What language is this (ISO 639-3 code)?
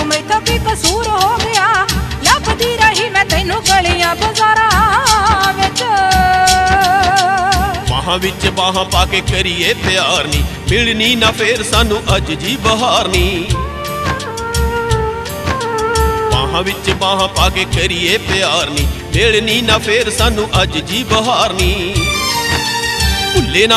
pan